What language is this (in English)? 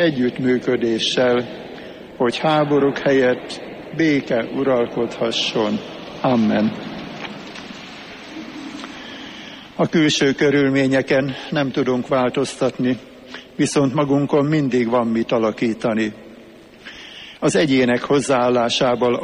Hungarian